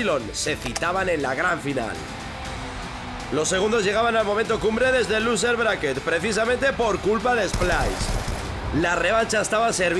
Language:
Spanish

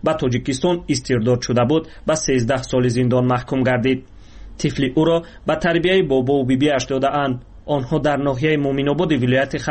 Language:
Persian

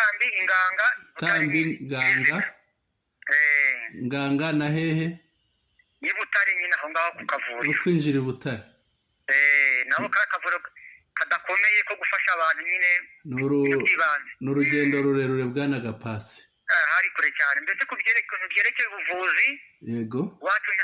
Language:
Kinyarwanda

